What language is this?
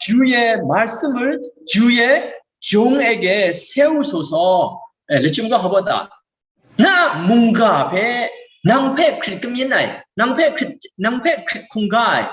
Kachin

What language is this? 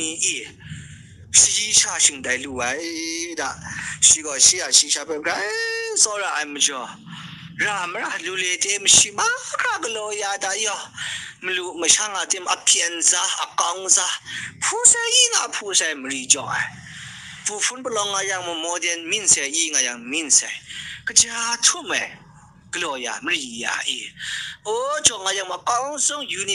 Kachin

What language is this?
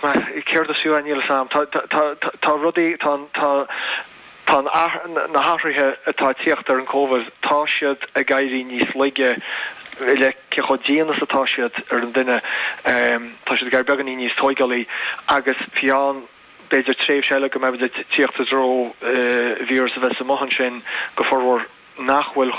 Irish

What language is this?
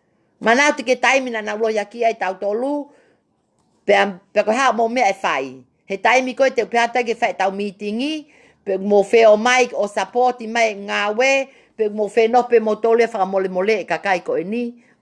Tongan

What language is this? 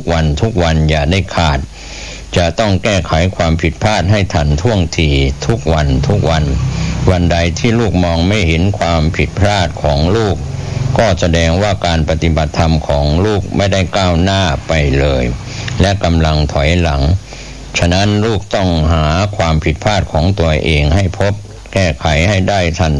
Thai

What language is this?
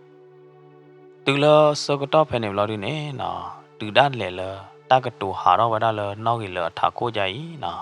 S'gaw Karen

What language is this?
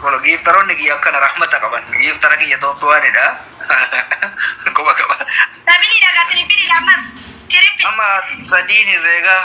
Oromo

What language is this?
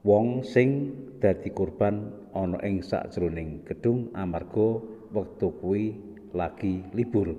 Javanese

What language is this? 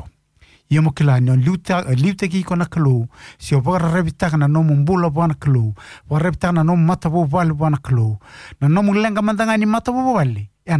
Fijian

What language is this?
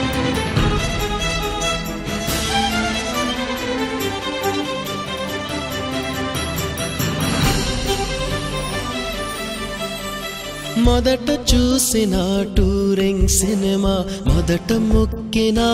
Telugu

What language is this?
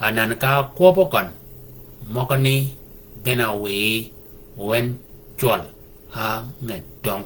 Shilluk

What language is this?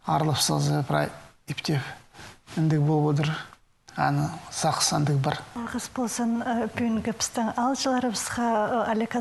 Khakas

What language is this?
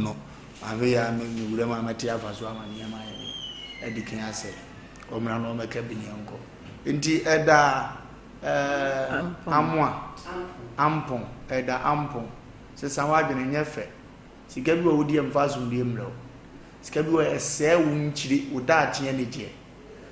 Akan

